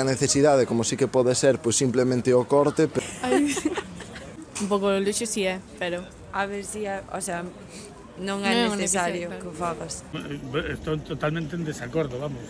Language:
Galician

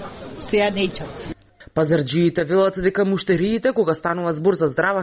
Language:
Macedonian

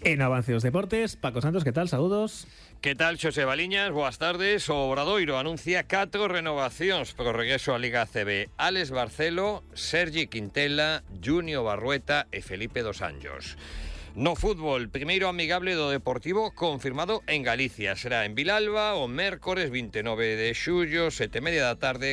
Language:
Galician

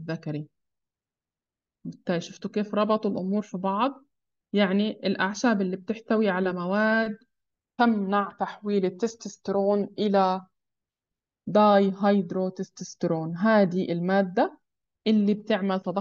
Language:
Arabic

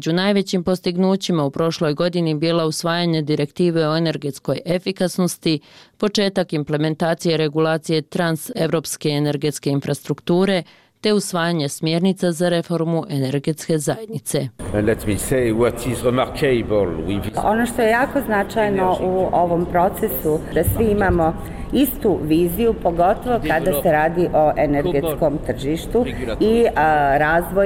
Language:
Bosnian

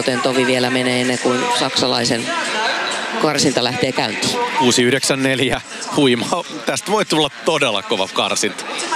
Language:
Finnish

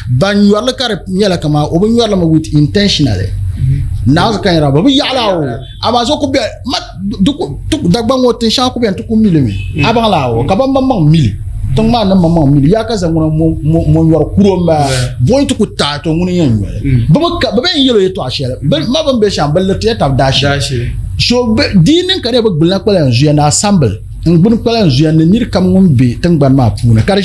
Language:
Dagbani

